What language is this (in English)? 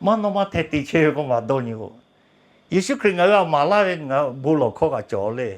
Lahu